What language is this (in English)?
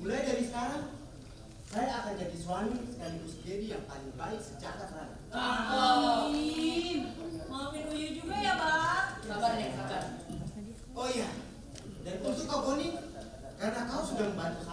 Betawi